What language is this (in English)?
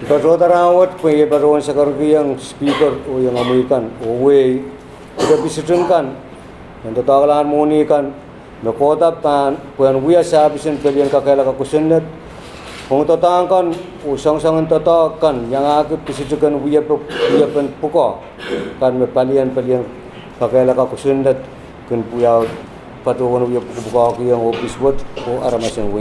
Pohnpeian